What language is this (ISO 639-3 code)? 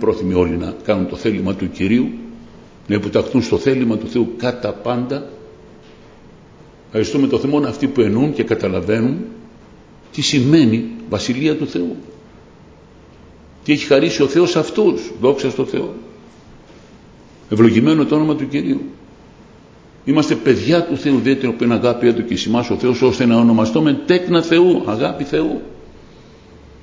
ell